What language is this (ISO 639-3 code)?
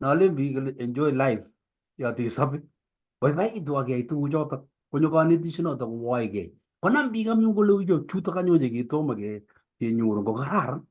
kln